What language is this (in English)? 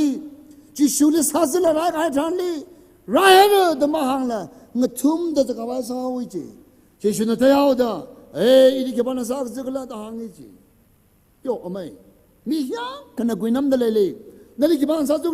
Tangkhul Naga (India)